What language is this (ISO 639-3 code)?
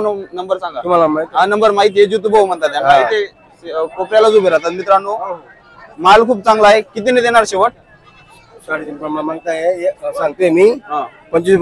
mar